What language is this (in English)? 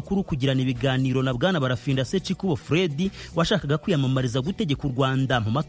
Kinyarwanda